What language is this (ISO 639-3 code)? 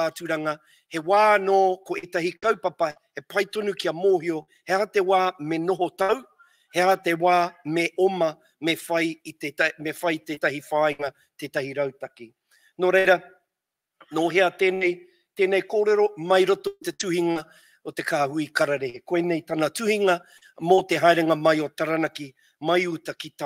mri